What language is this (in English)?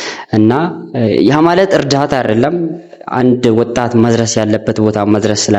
Amharic